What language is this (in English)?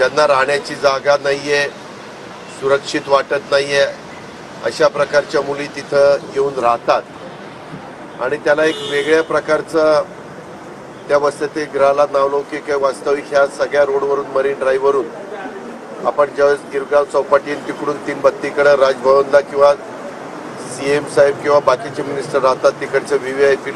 Marathi